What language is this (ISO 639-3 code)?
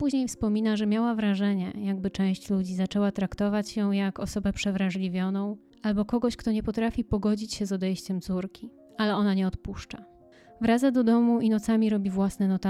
pol